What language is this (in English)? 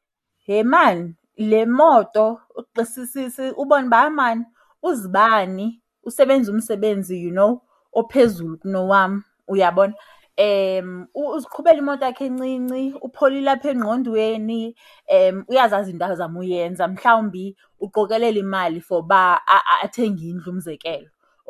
Xhosa